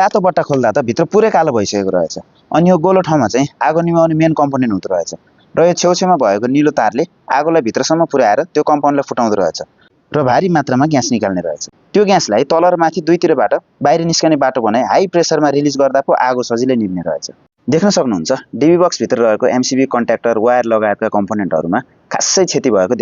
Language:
Nepali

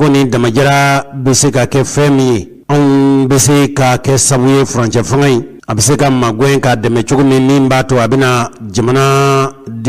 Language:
Bambara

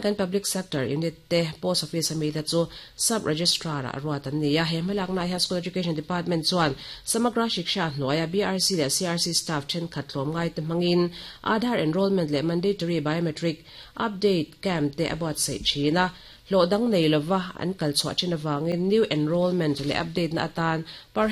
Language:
Mizo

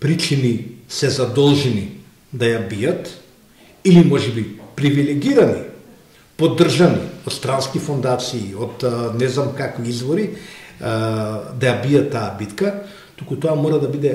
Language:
Macedonian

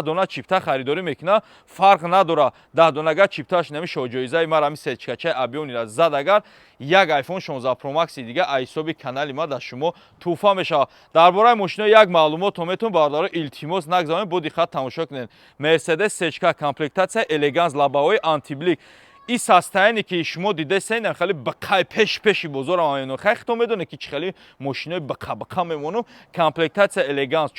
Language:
Tajik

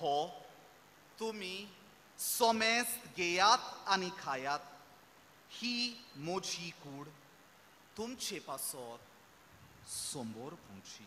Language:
Konkani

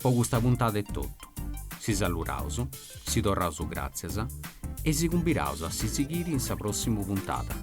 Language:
Sardinian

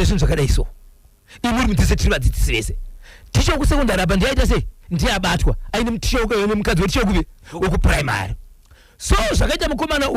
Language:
Shona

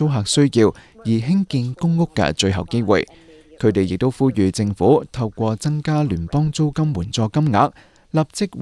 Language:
Cantonese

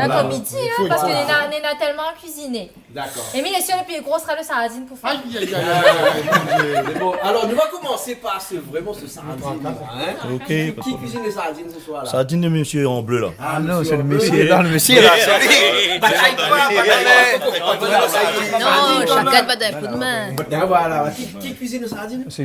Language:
Réunion Creole French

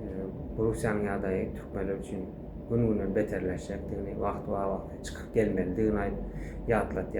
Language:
Turkmen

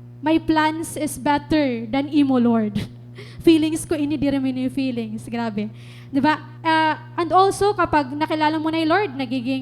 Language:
Waray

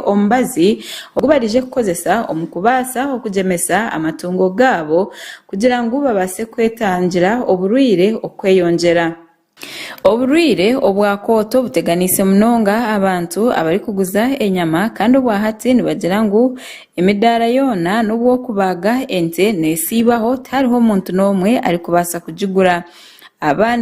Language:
Nyankole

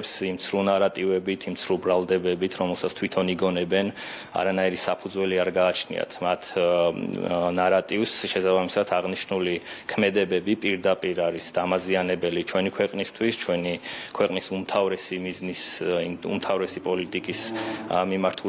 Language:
Georgian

